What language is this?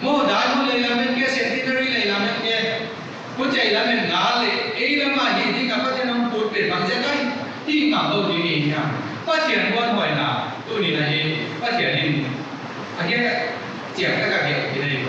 Paite Chin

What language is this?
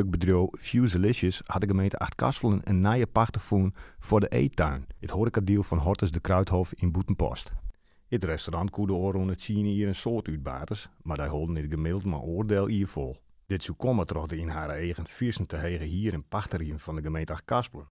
Western Frisian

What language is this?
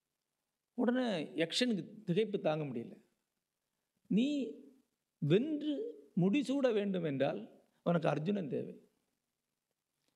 Tamil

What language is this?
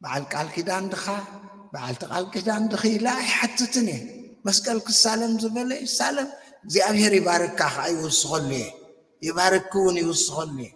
Tigrinya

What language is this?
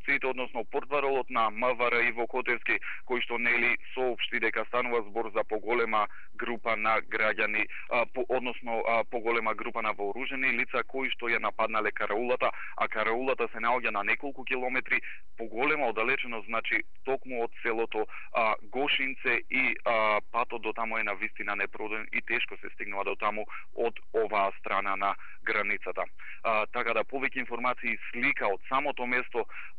Macedonian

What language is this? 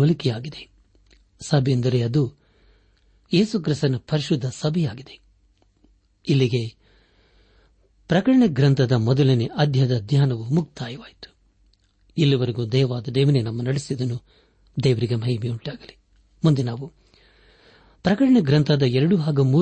Kannada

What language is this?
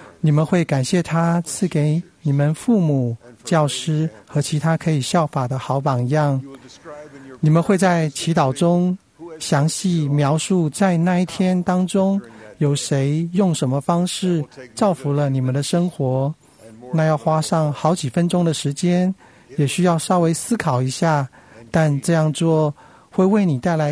Chinese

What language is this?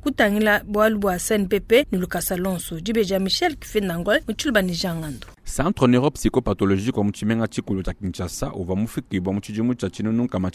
Luba-Lulua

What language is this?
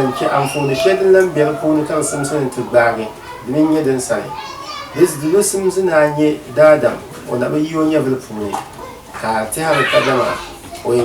Dagbani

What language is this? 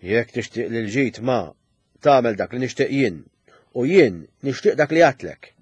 Maltese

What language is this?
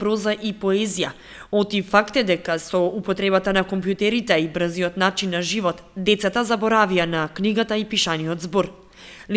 Macedonian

